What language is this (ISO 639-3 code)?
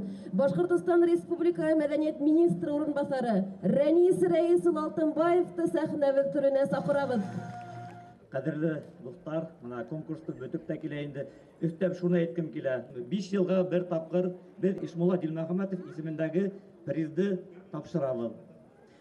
bak